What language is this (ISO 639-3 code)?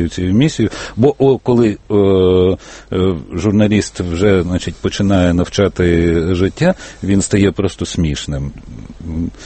ukr